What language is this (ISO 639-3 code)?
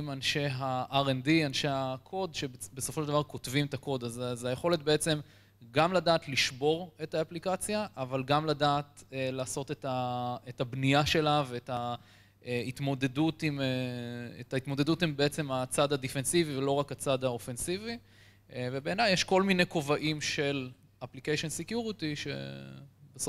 heb